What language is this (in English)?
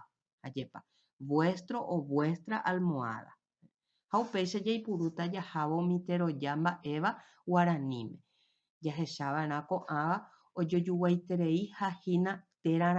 Guarani